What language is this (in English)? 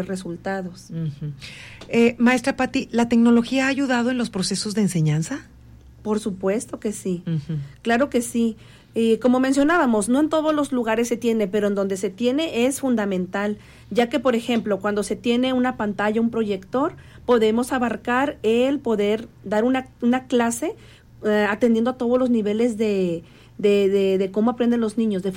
Spanish